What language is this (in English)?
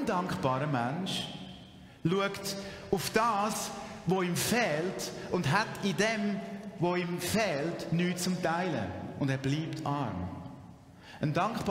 Swiss German